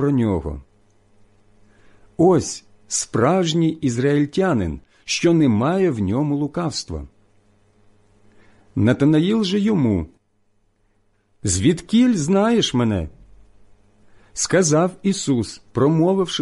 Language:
Ukrainian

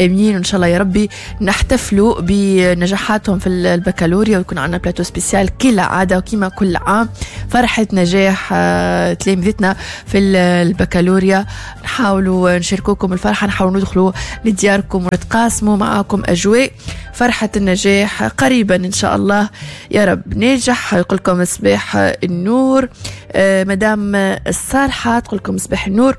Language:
Tunisian Arabic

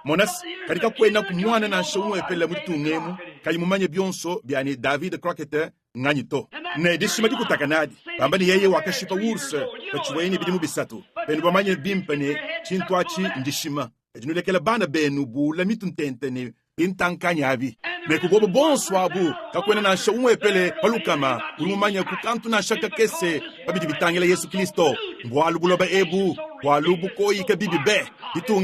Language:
Luba-Lulua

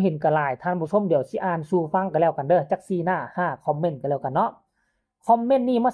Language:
Northeastern Thai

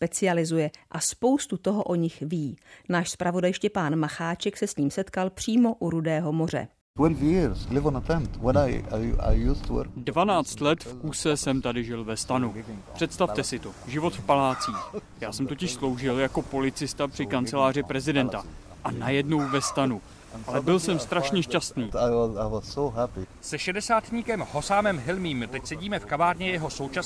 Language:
Czech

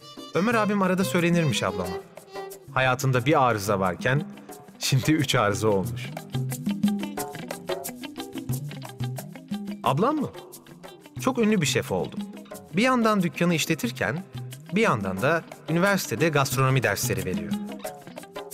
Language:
Turkish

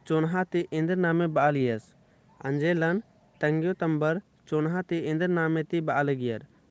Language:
Kurukh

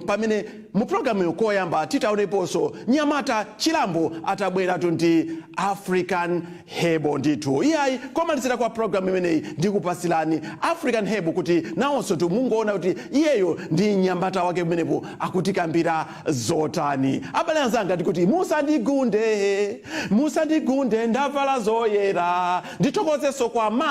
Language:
Nyanja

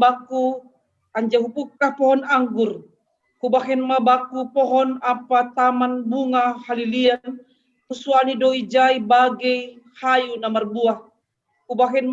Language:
Batak Simalungun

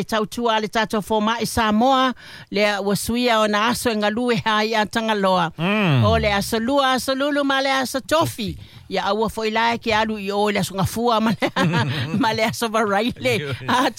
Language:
Samoan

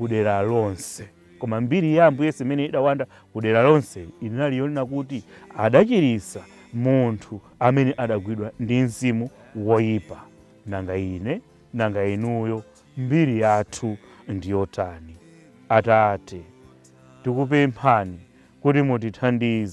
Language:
Nyanja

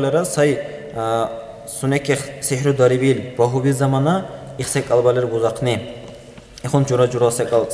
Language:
Dargwa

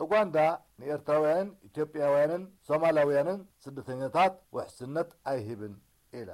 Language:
Tigrinya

